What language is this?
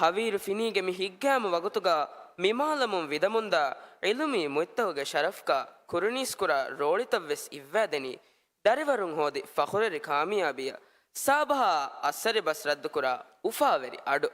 Divehi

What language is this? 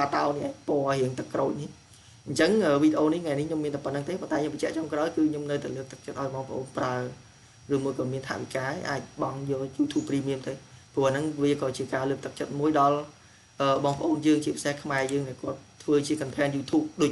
Khmer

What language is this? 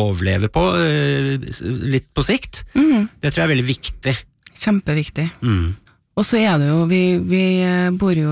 Norwegian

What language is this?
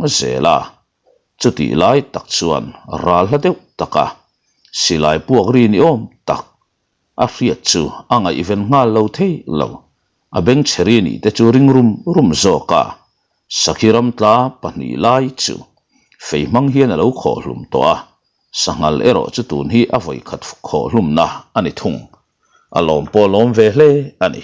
Mizo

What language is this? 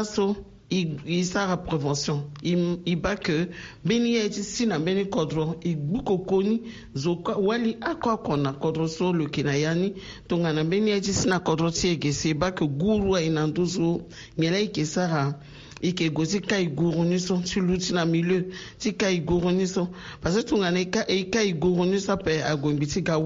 Sango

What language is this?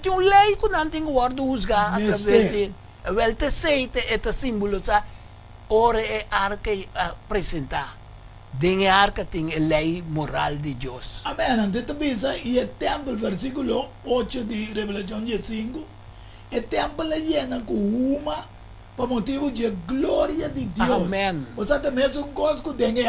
Papiamento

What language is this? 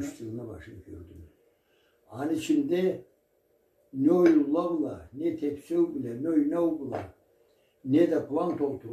Karachay-Balkar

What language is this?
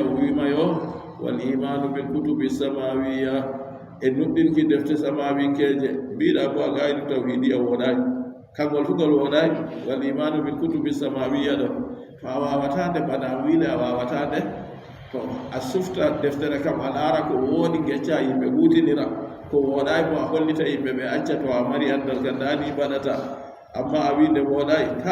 Adamawa Fulfulde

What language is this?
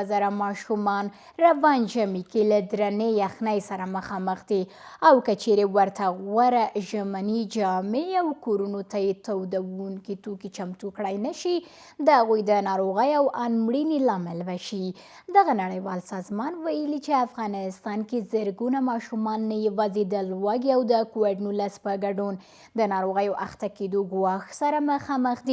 Pashto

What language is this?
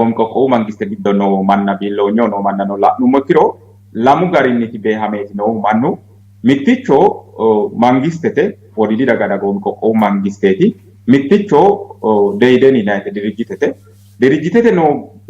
Sidamo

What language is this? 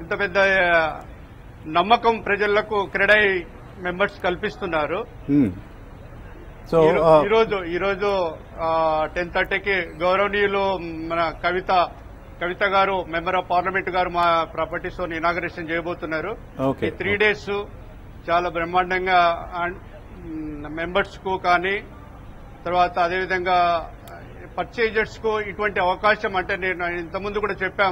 Telugu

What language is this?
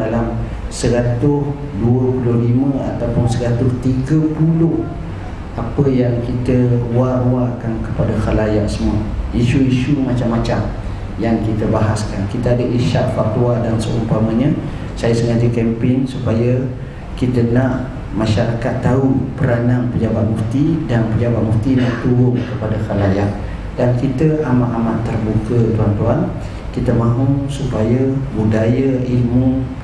Malay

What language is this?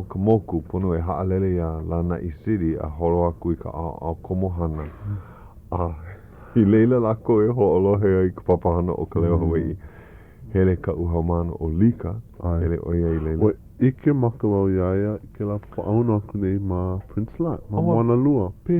Hawaiian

